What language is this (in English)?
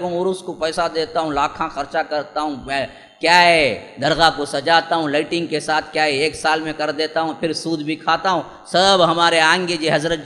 Urdu